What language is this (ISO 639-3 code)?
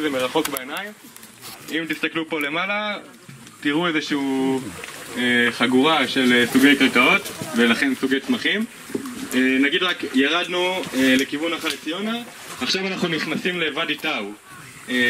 heb